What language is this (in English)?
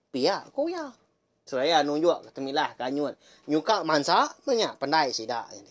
Iban